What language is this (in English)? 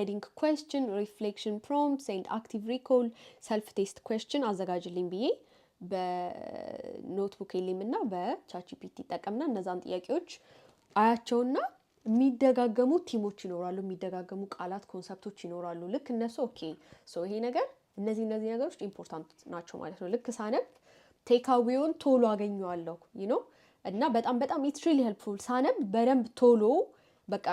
Amharic